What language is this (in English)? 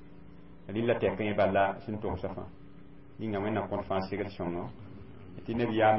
Mossi